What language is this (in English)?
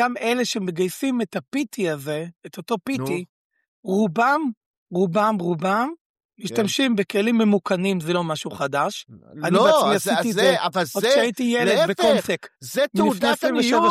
Hebrew